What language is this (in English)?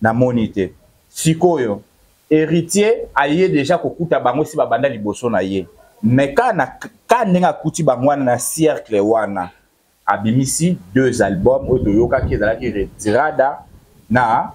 Lingala